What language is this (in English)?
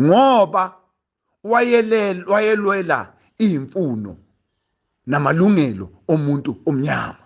Zulu